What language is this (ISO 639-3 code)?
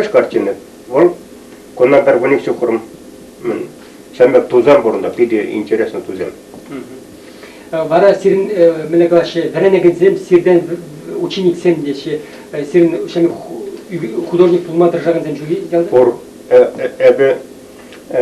chv